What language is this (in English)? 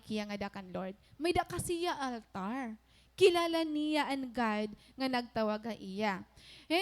Waray